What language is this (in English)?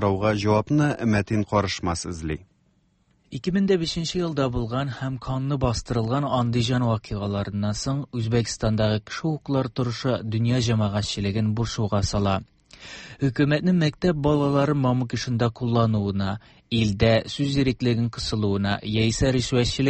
Tatar